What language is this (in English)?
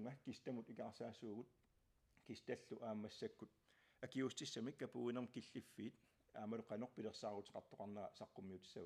Kalaallisut